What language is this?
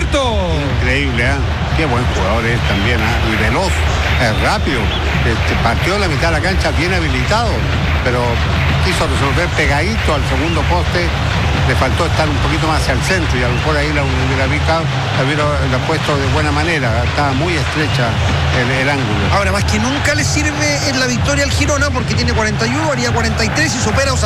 Spanish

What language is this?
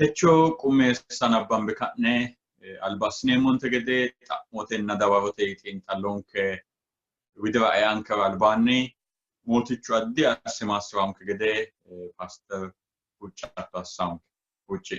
Sidamo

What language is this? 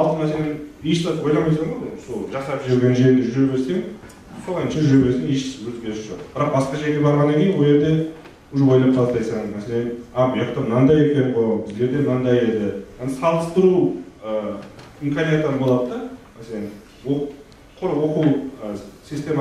Kara-Kalpak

